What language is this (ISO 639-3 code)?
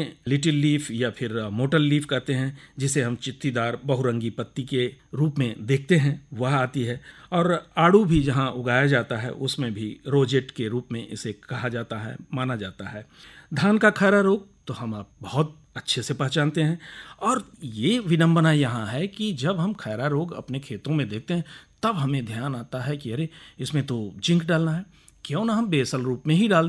hin